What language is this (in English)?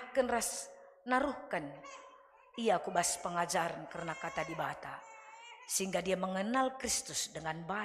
Batak Karo